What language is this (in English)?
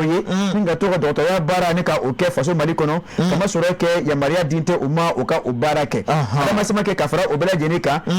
Bambara